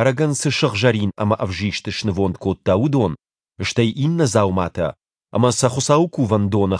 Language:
Ossetic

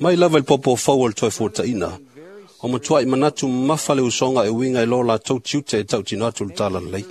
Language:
Samoan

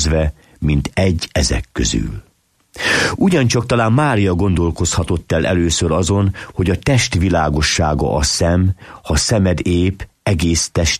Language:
Hungarian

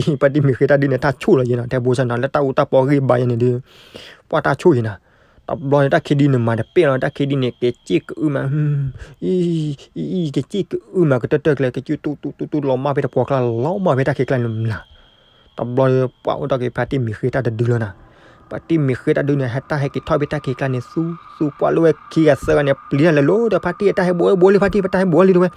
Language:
S'gaw Karen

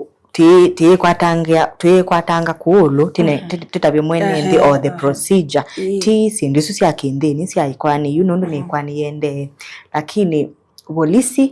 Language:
Kamba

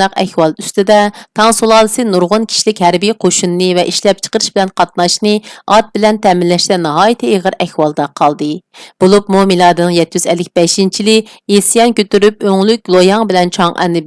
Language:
Uyghur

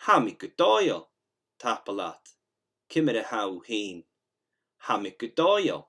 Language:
Scottish Gaelic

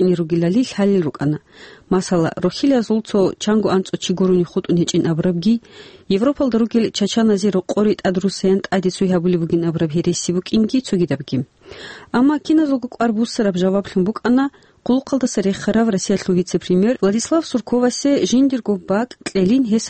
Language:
Avaric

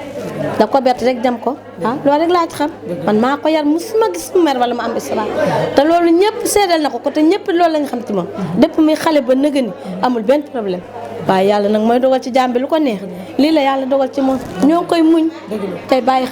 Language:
Wolof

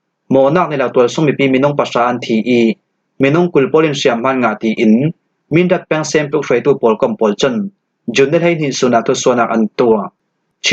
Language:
Falam Chin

